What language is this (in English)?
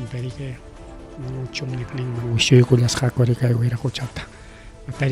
Ayacucho Quechua